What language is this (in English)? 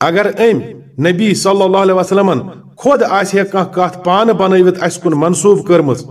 Kashmiri